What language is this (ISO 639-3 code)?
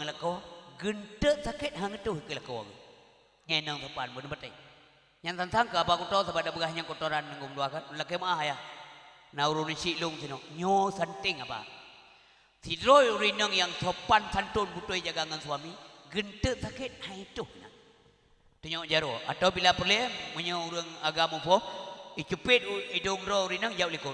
ace